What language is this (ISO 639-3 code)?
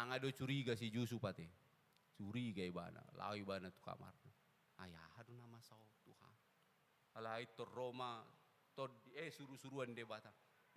bbc